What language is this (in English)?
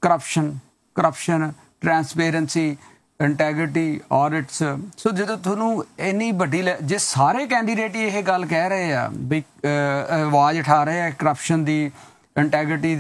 Punjabi